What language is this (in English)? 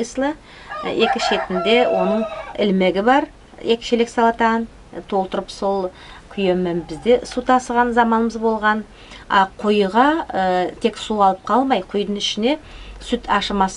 Nogai